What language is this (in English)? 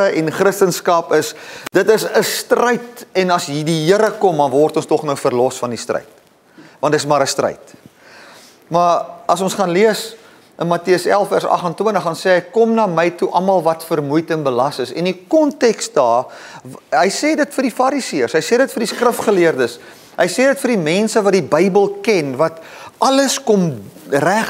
Afrikaans